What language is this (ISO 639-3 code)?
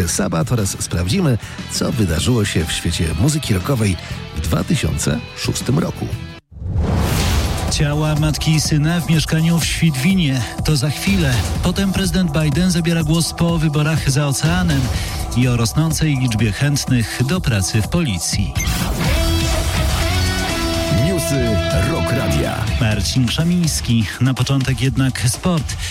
pol